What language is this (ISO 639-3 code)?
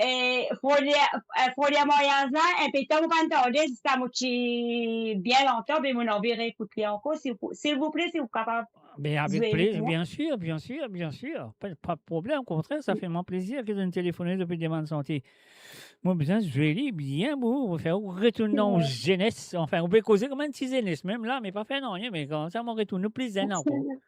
mfe